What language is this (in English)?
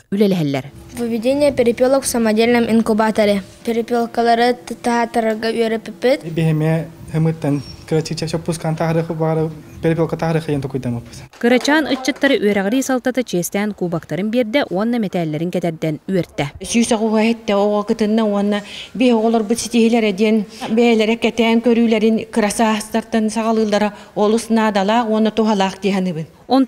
Yakut